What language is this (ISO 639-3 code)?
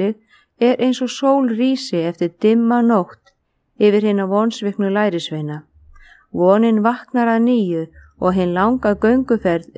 isl